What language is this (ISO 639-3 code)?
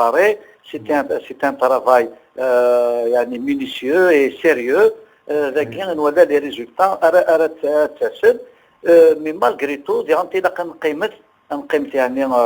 kab